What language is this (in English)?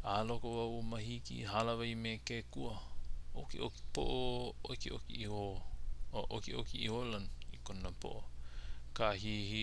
Hawaiian